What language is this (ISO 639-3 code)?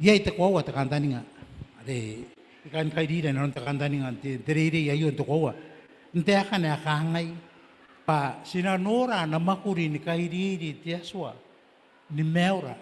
gil